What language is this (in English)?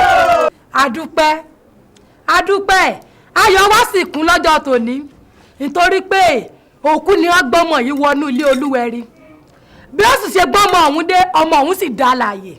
Yoruba